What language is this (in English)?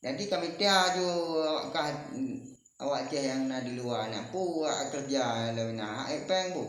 Achinese